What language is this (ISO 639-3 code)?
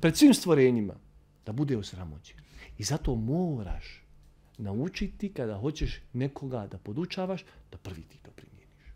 bos